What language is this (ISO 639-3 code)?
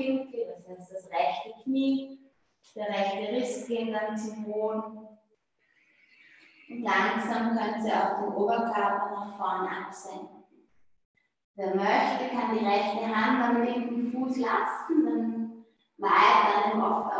deu